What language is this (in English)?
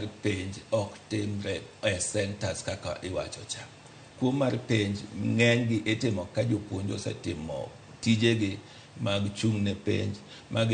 Luo (Kenya and Tanzania)